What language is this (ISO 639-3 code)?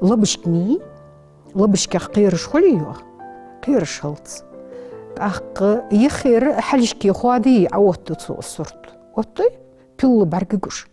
inh